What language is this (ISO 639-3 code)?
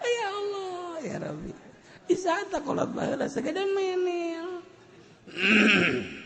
sun